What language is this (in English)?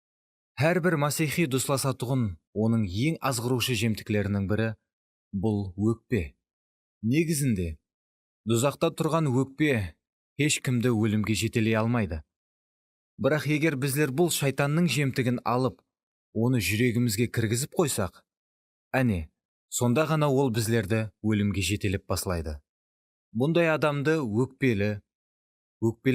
Kara-Kalpak